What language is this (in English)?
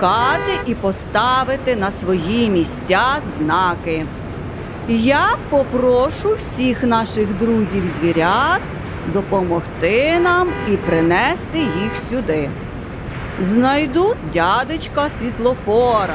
Ukrainian